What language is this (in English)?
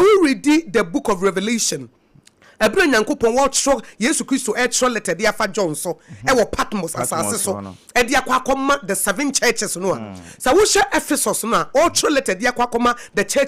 Akan